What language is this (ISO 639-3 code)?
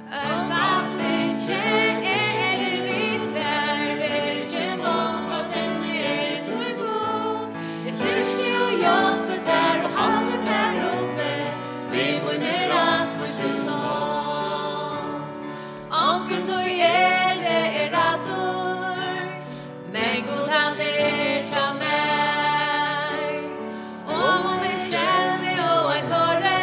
fao